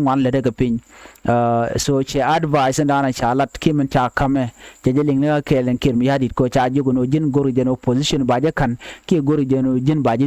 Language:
Nuer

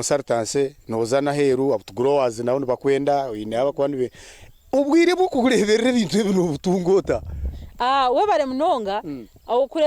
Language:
Nyankole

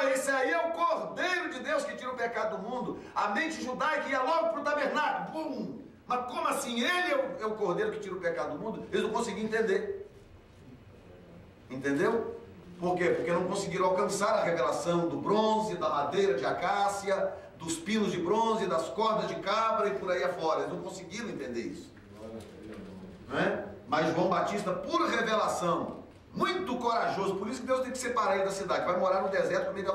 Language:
Portuguese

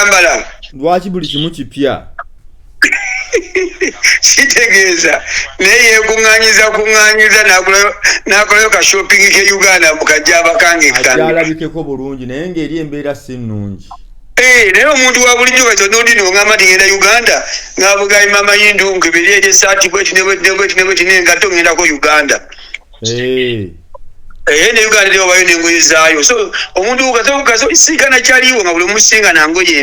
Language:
Ganda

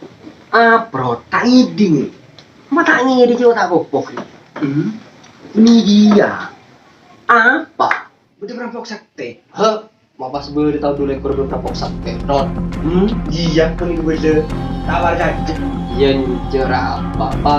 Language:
Madurese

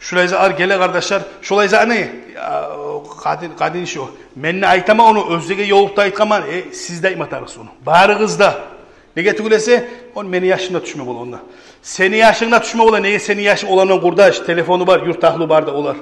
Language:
Kumyk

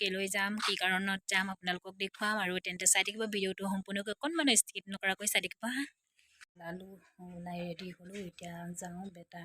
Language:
Assamese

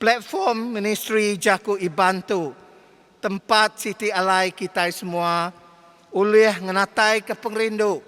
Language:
Iban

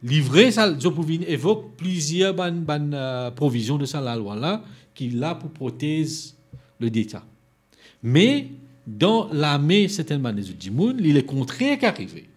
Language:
Morisyen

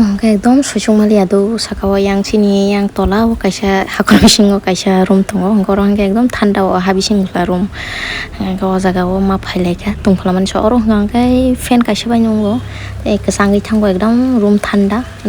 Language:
Kok Borok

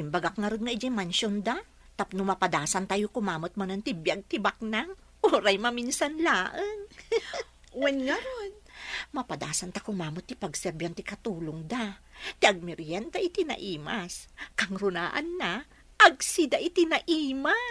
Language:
Iloko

